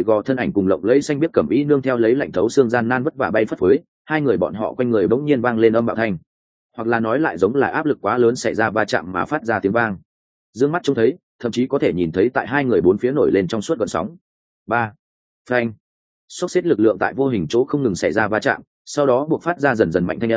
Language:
Vietnamese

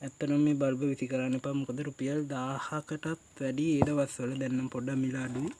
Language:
Sinhala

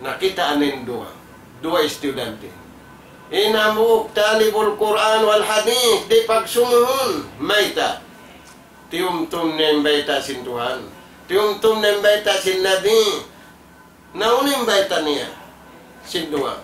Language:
Tausug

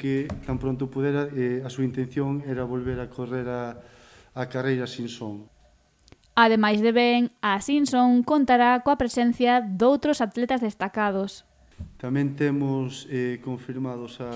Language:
Galician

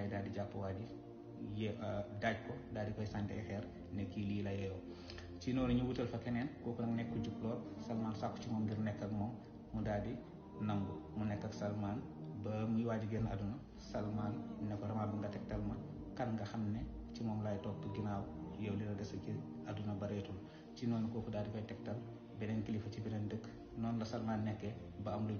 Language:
Wolof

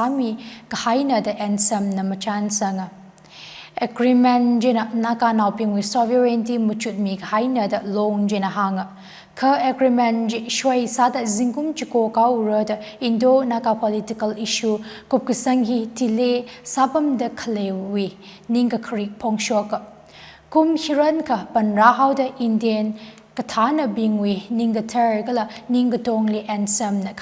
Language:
Tangkhul Naga (India)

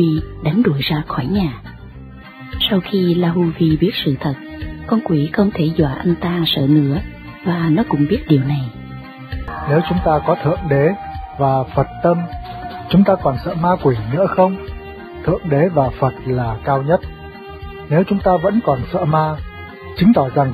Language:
Vietnamese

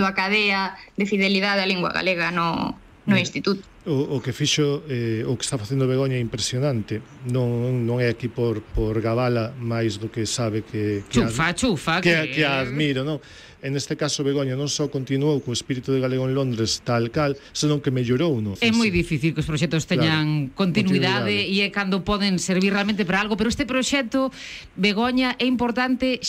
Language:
Galician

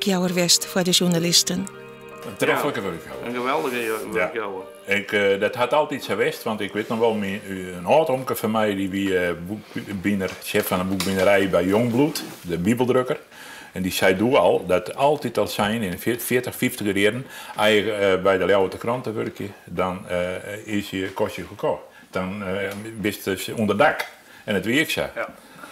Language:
Western Frisian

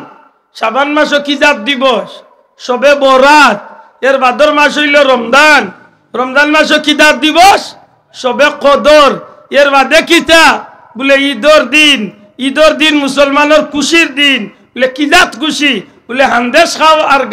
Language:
Sylheti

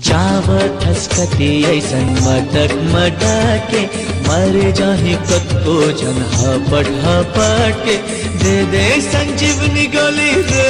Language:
Chhattisgarhi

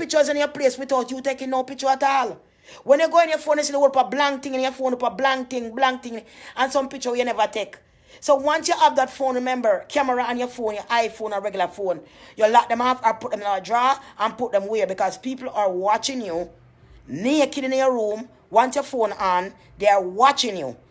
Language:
Jamaican Creole English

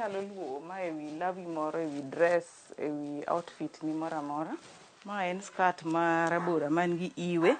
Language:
Luo (Kenya and Tanzania)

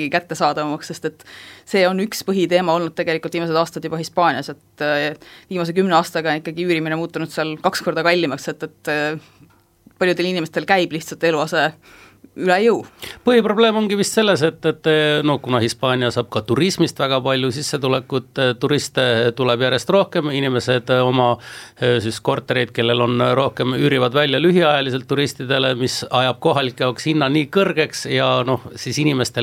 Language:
Estonian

